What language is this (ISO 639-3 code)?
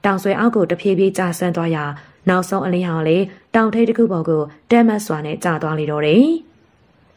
mya